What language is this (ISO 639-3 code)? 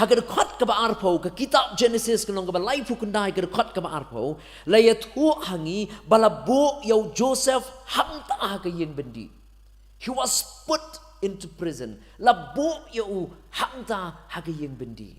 kha